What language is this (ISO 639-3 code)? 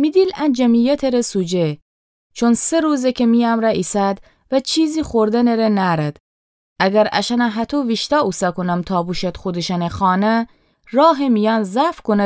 glk